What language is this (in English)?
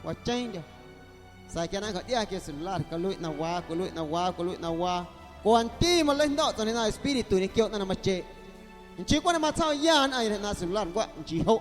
Guerrero Amuzgo